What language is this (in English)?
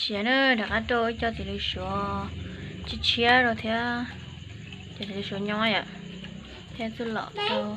Hmong